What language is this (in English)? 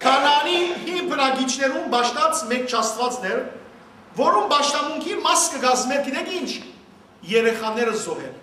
Western Armenian